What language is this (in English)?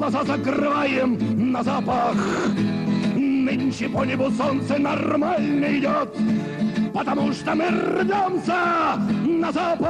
Russian